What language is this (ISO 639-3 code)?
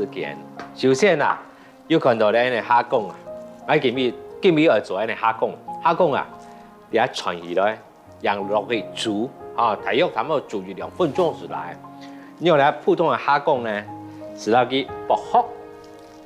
hak